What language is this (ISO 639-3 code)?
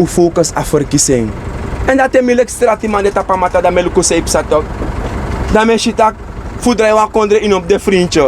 srn